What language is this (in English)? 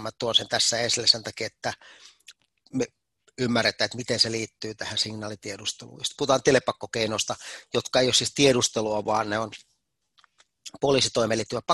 Finnish